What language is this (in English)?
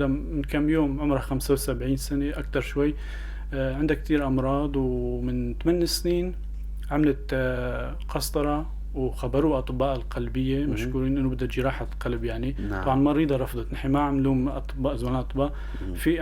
North Levantine Arabic